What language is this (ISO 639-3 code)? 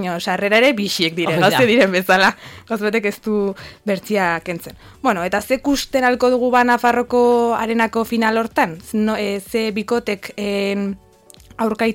eus